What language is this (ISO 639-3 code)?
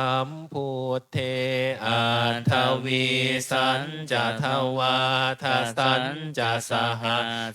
pli